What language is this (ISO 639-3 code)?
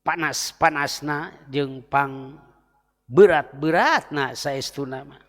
sun